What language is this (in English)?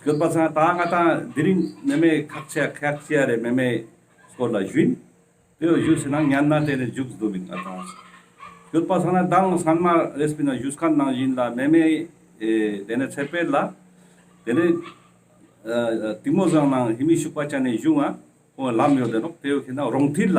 Ladakhi